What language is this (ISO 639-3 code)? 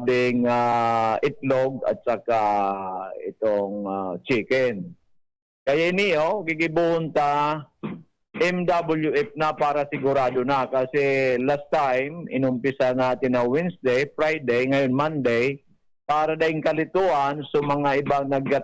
bik